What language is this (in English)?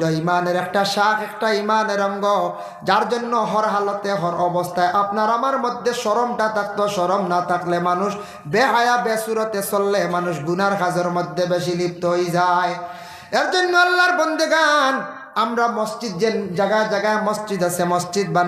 Sylheti